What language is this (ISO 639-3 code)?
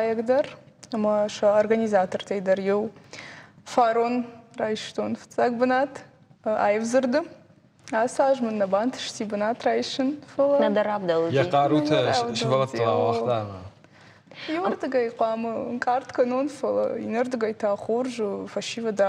oss